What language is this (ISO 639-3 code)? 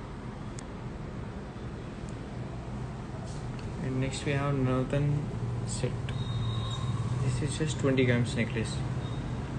eng